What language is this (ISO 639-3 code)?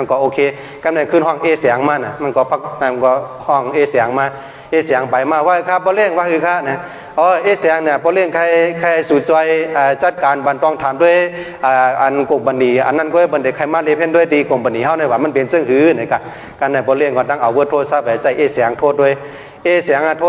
shn